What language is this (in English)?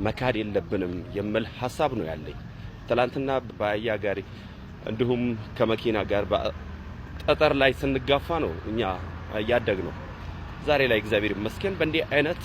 Amharic